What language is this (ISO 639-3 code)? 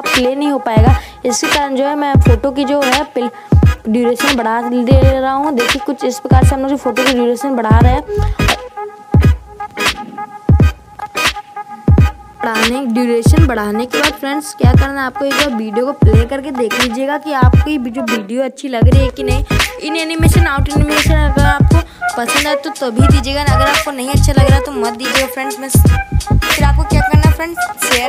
hin